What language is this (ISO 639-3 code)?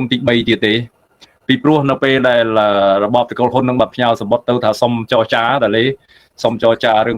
khm